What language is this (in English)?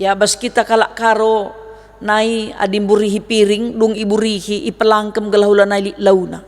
Batak Karo